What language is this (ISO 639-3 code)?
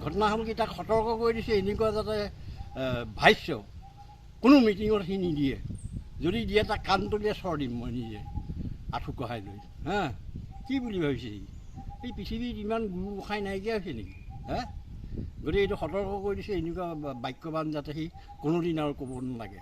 asm